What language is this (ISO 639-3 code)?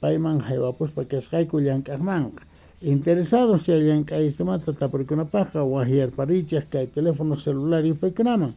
quh